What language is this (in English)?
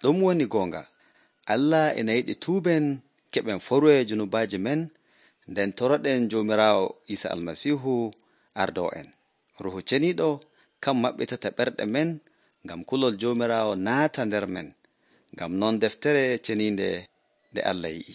Nigerian Fulfulde